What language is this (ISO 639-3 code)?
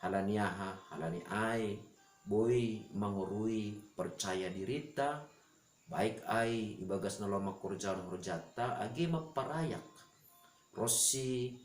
bts